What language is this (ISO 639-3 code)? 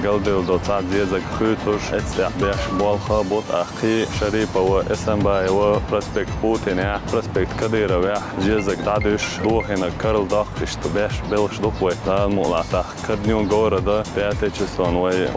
che